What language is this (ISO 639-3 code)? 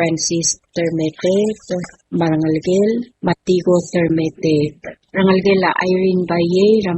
pau